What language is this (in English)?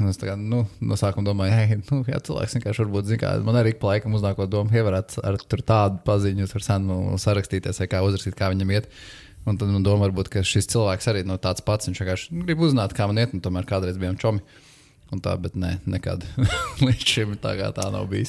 Latvian